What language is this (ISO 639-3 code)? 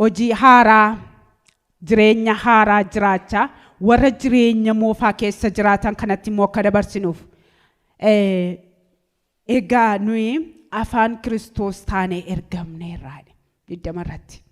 orm